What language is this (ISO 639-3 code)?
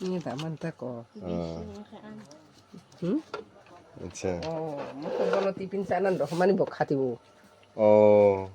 trp